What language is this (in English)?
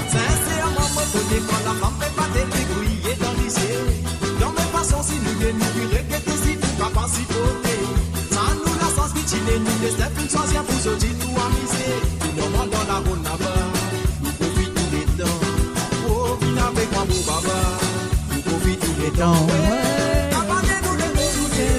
Morisyen